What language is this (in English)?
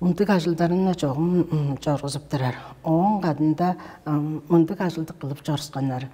Tuvinian